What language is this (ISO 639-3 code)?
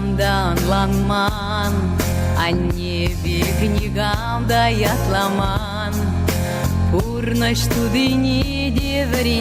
chv